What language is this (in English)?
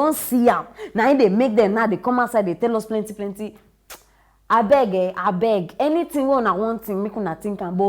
Nigerian Pidgin